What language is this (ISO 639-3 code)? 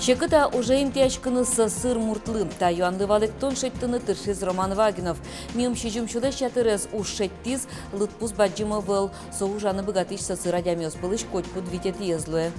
udm